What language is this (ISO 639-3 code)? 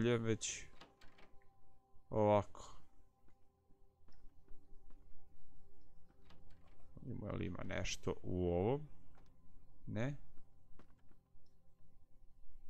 hrv